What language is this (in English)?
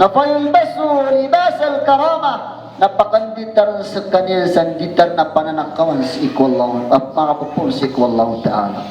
Maranao